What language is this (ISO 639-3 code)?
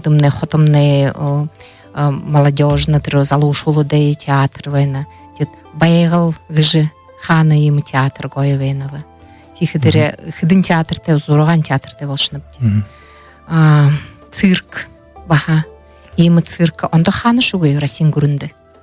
bua